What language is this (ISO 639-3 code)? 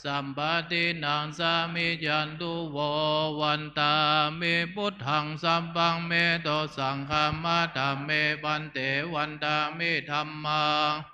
pli